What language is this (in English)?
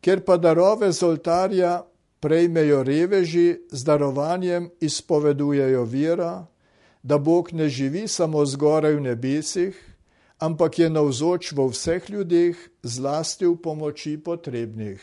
Slovenian